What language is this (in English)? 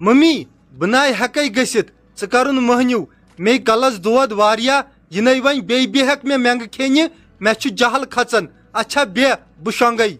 Kashmiri